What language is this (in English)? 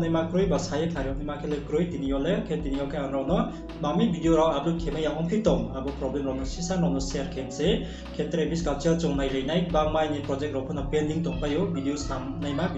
Riang (India)